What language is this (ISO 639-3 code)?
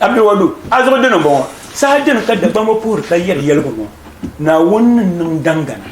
dag